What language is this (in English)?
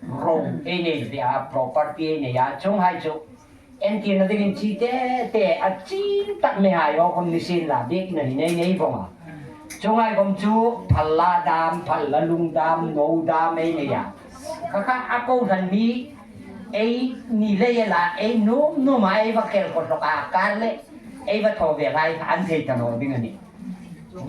Hmar